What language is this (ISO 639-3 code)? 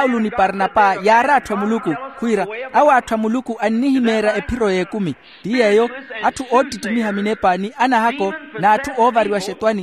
vmw